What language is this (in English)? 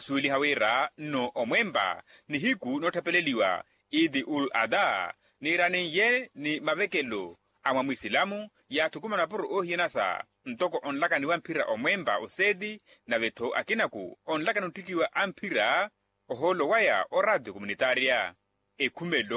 Makhuwa